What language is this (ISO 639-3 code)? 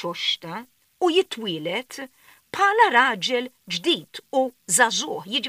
mlt